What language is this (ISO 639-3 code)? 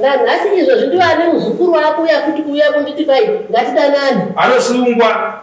sna